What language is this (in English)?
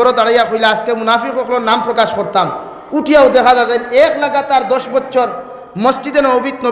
Sylheti